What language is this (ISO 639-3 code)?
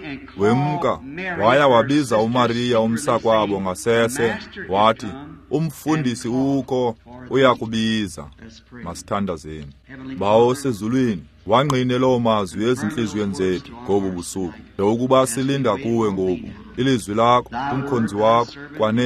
xho